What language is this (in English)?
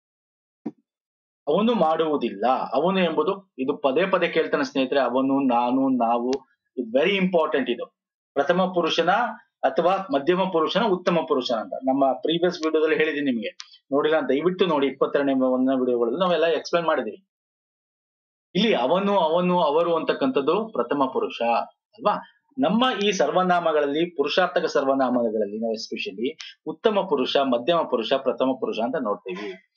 Kannada